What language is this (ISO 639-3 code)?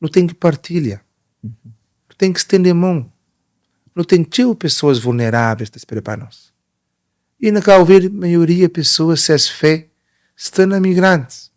kea